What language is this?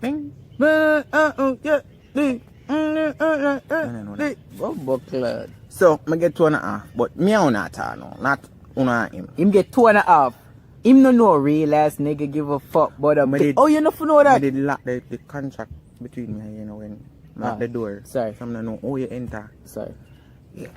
Jamaican Creole English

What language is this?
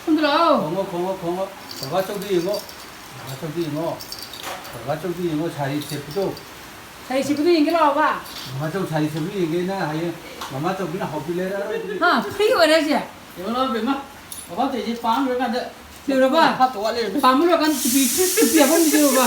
Manipuri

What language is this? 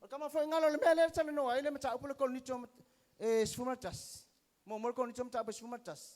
Samoan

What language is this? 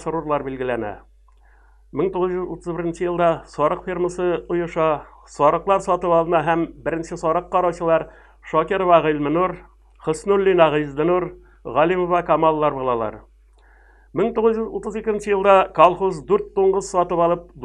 Tatar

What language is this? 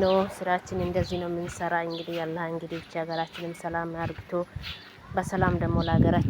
Amharic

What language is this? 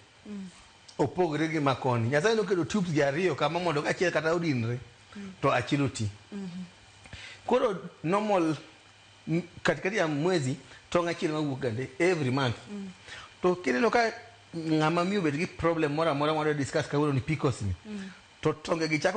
Luo (Kenya and Tanzania)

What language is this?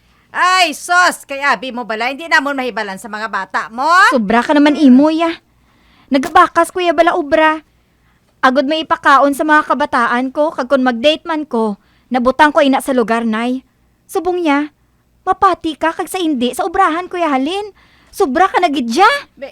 Hiligaynon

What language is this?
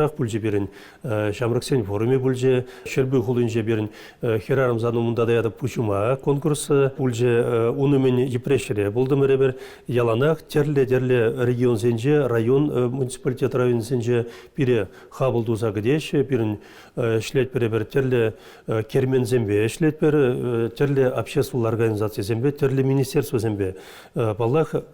Chuvash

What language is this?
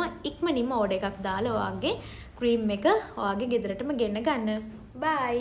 Sinhala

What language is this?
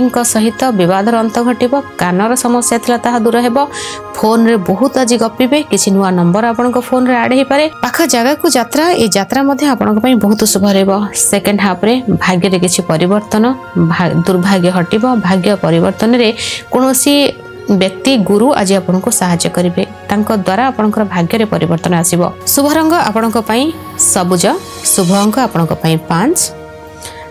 Odia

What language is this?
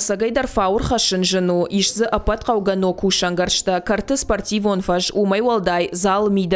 Ossetic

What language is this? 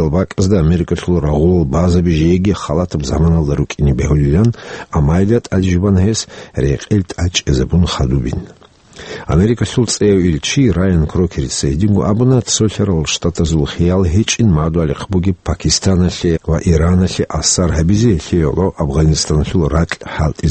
Avaric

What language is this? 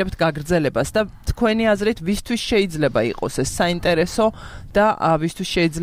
Georgian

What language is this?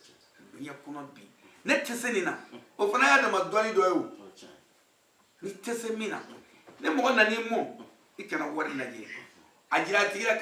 Bambara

